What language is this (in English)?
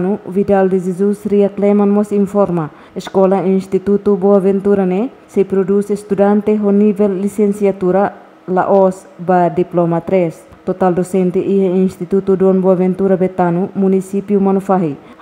Tetum